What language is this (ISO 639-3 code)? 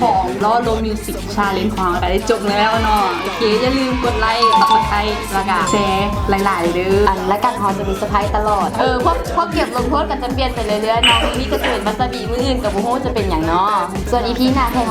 lao